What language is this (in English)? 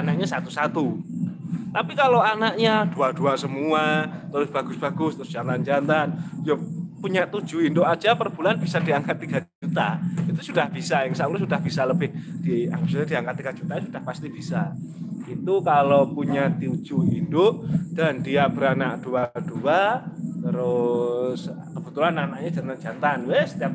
Indonesian